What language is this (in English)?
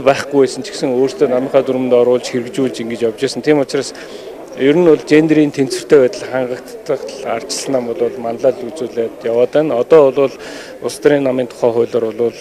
Mongolian